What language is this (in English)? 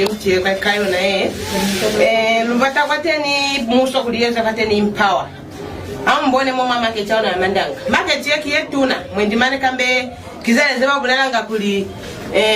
Lozi